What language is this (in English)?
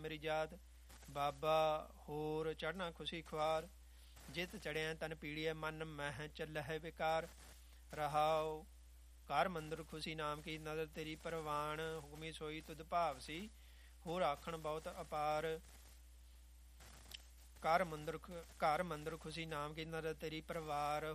Punjabi